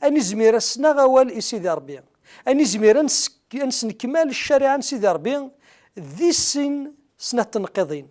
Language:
Kabyle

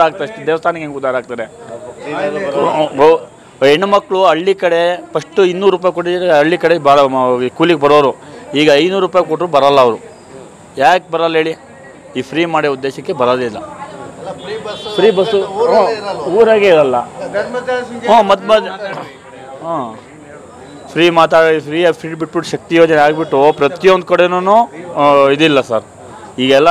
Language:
Kannada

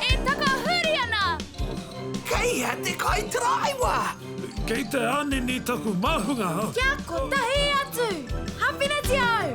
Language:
Māori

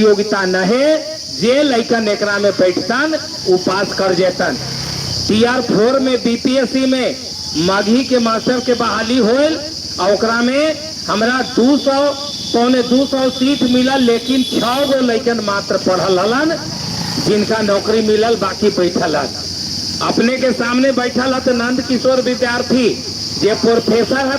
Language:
Magahi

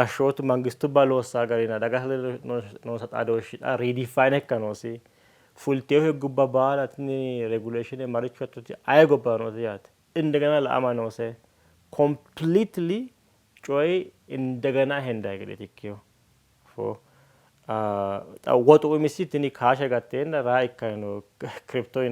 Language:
Sidamo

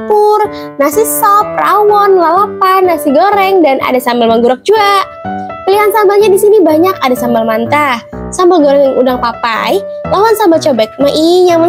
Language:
Banjar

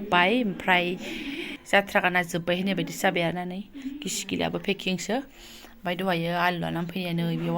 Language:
Bodo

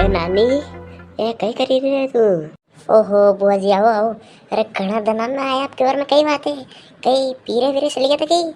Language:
Rajasthani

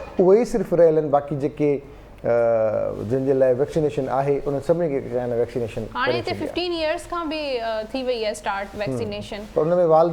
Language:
Sindhi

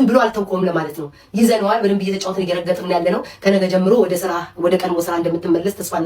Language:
Amharic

